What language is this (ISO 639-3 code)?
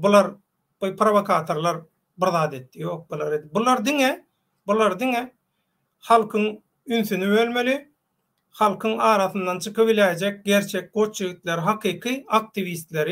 tuk